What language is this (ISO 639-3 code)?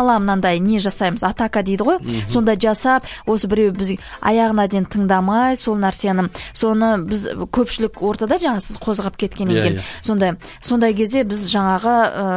kaz